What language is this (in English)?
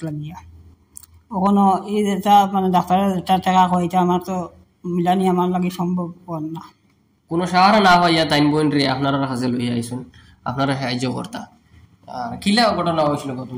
Sylheti